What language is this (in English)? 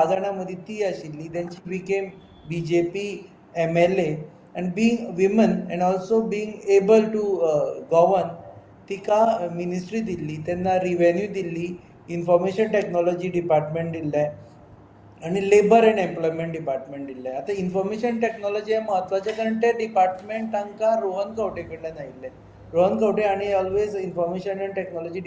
Konkani